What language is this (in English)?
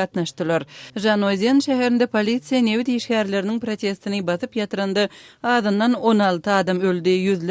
Turkmen